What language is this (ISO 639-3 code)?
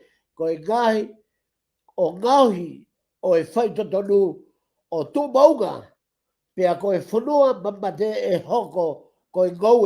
ton